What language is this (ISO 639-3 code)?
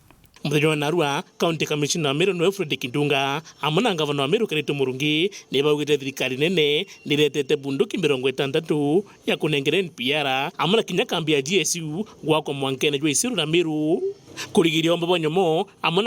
mer